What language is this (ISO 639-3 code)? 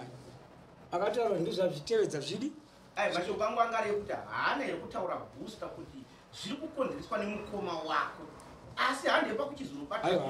sna